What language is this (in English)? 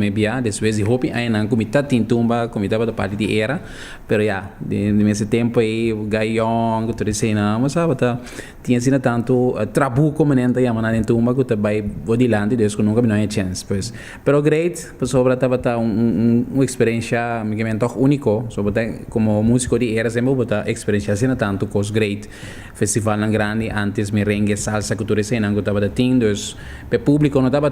Papiamento